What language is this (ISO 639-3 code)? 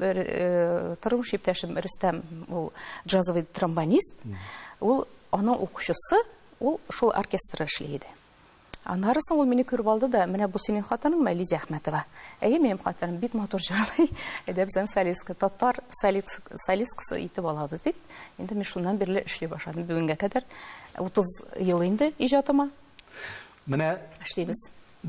tat